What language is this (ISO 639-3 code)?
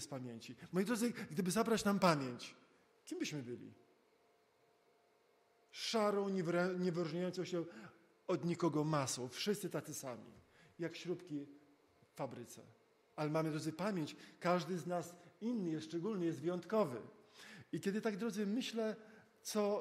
pol